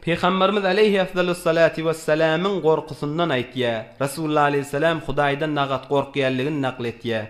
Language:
Turkmen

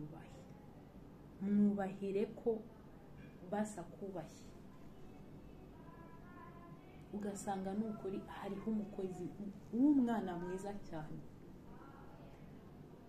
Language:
Kinyarwanda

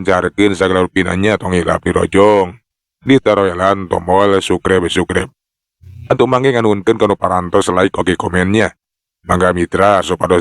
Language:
Sundanese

